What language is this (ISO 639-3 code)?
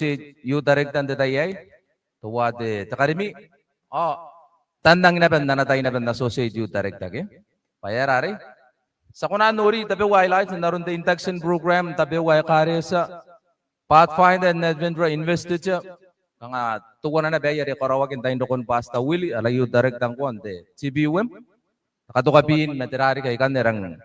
gil